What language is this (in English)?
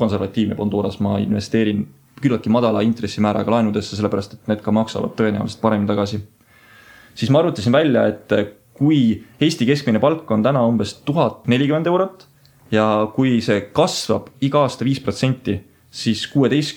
Estonian